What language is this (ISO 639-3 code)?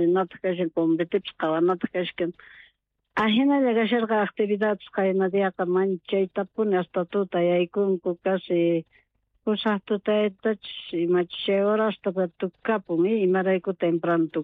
quh